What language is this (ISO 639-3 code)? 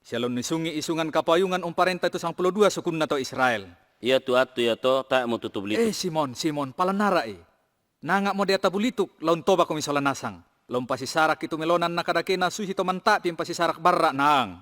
sda